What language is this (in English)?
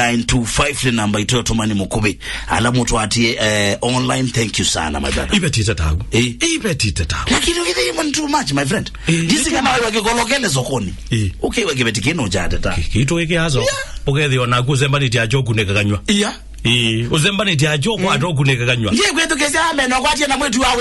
Kamba